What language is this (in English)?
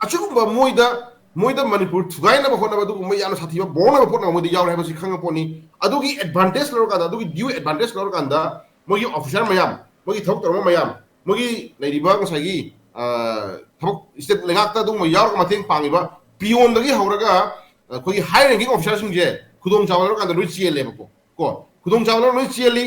Manipuri